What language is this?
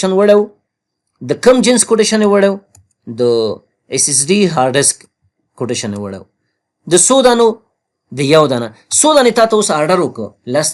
Pashto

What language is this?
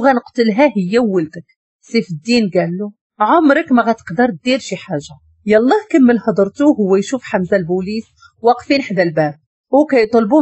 Moroccan Arabic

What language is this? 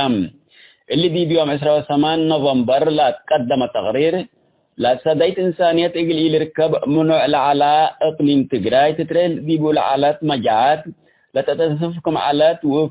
Tigre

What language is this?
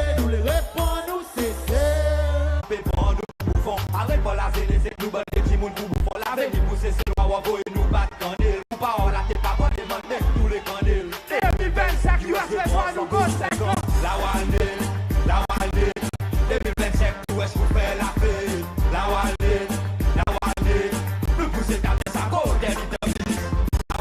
Seselwa Creole French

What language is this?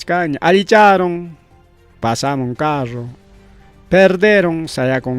Ayacucho Quechua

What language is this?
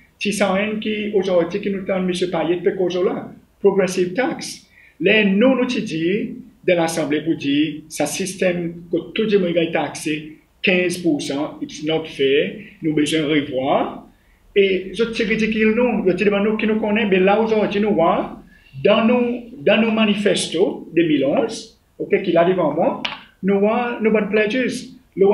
Seselwa Creole French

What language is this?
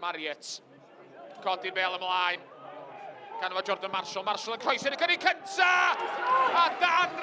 Welsh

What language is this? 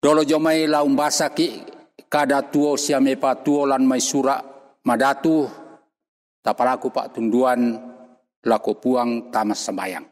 Toraja-Sa'dan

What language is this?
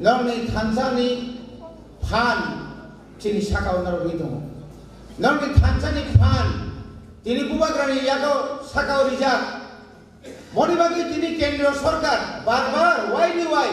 Kok Borok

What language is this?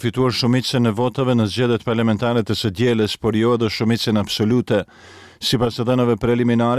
Albanian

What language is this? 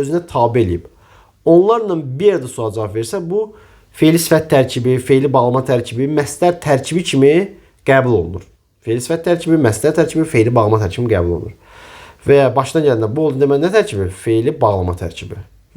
Azerbaijani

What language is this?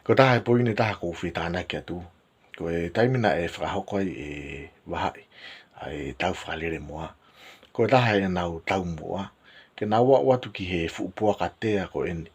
Tongan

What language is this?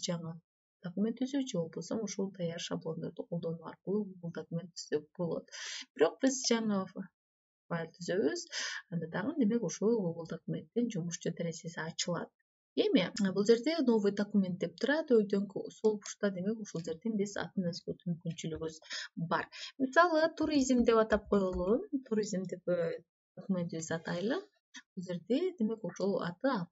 Kyrgyz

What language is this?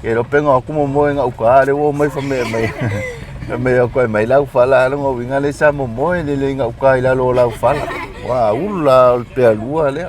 Samoan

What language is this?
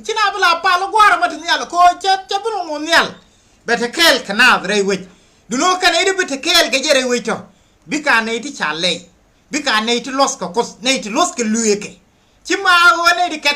Nuer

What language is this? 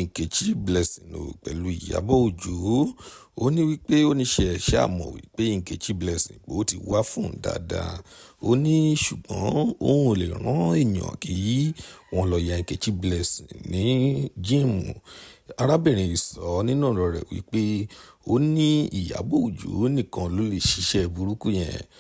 Yoruba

